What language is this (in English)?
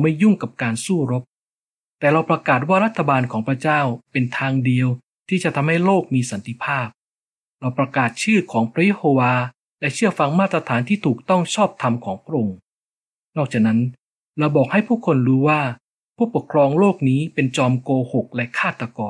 Thai